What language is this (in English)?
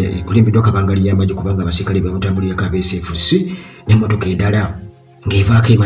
Ganda